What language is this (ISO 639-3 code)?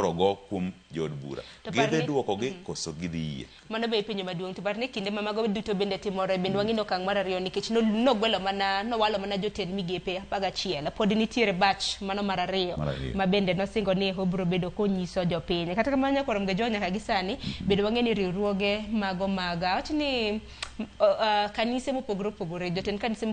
luo